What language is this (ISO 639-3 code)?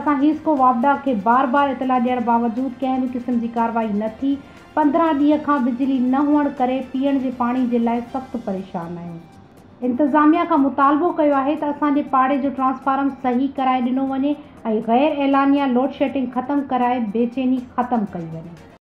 snd